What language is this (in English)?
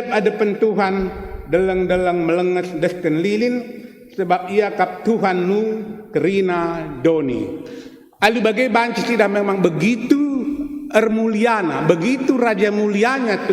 Batak Karo